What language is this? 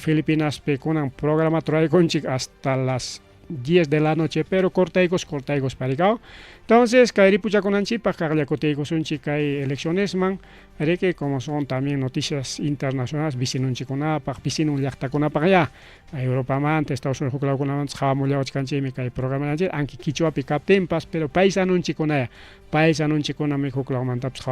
Ayacucho Quechua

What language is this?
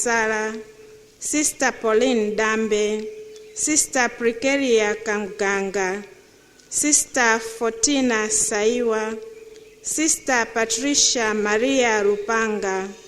Nyanja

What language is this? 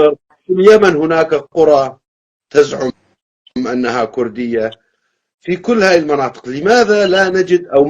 North Levantine Arabic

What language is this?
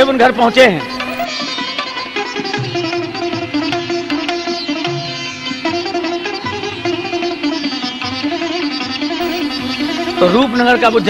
Hindi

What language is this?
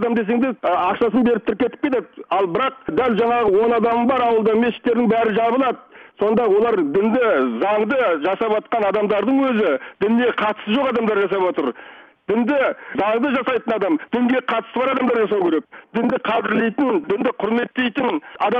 Kazakh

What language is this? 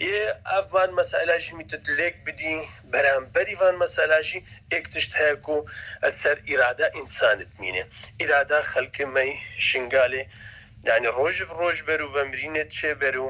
Kurdish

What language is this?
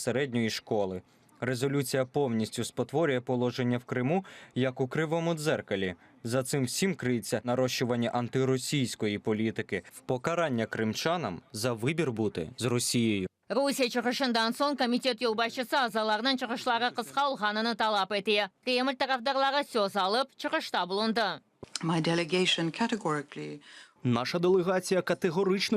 Crimean Tatar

